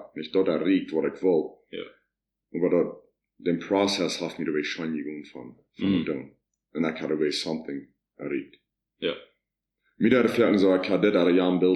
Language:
Plautdietsch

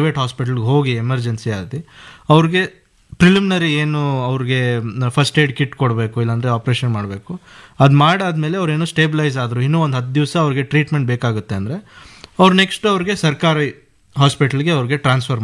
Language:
Kannada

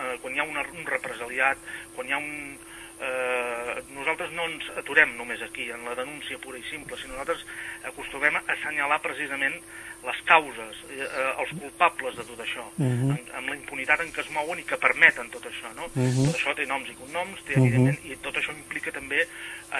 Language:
Catalan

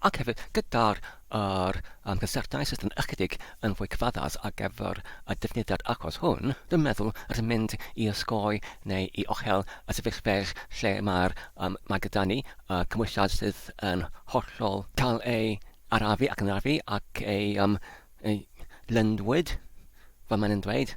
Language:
Welsh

